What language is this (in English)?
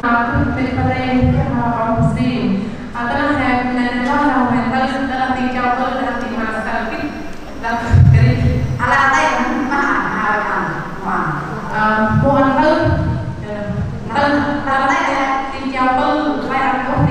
Central Mnong